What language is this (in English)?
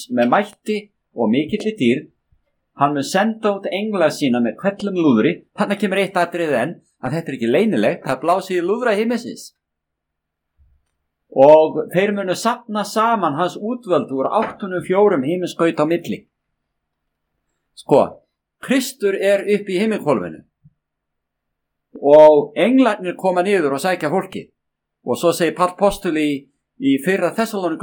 Icelandic